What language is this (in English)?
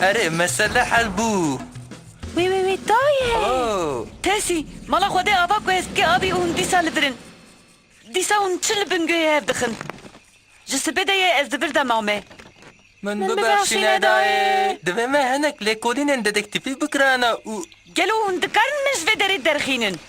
Kurdish